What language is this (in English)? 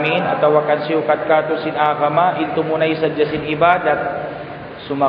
Tausug